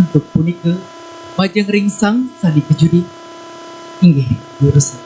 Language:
Balinese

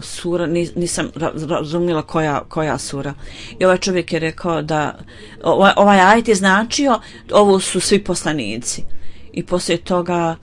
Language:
Bosnian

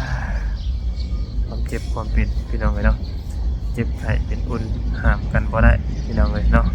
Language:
Lao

